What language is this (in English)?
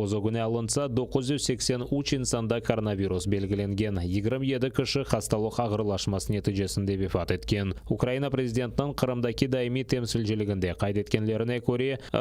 Crimean Tatar